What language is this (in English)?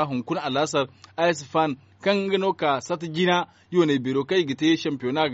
Zarma